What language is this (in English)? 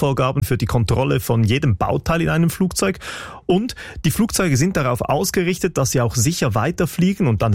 German